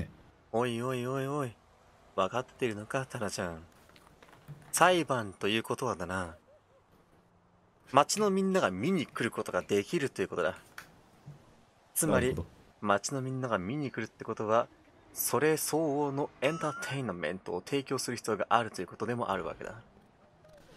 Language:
Japanese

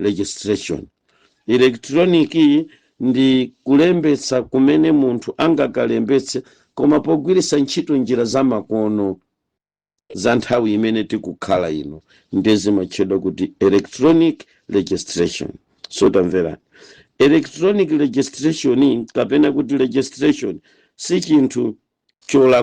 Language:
Nyanja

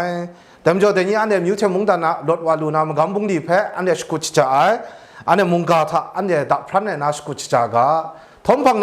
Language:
Kachin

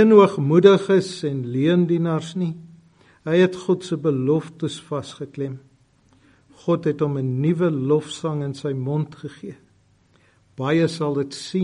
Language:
Afrikaans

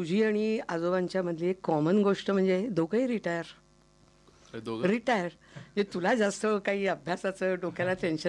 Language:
Marathi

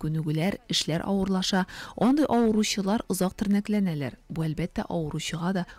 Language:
Tatar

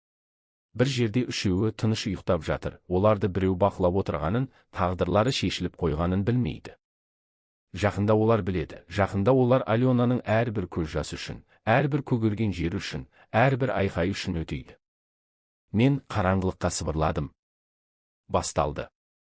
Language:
Kazakh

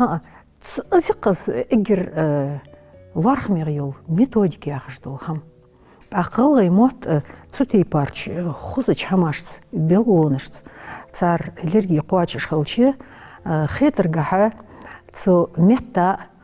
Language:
Ingush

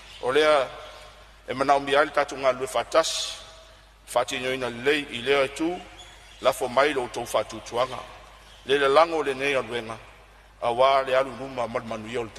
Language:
Samoan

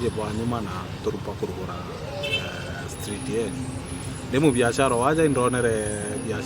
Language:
Meru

